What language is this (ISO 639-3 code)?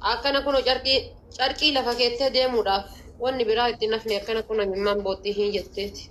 orm